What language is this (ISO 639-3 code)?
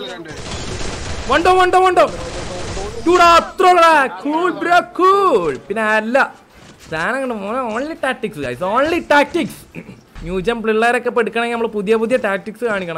mal